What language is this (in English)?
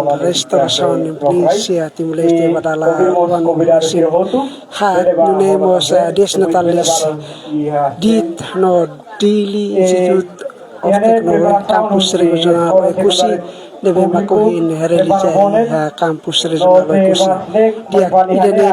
Tetum